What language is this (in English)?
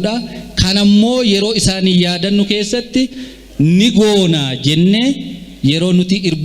Oromo